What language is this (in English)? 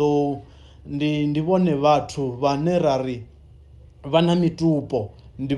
Venda